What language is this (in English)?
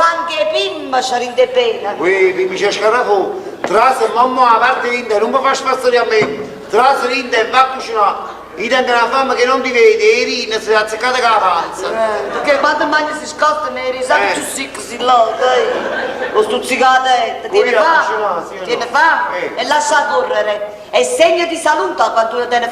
Neapolitan